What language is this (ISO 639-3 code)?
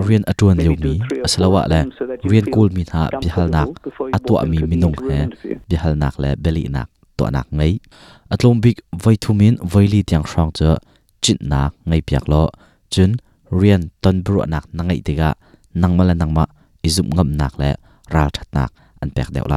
cnh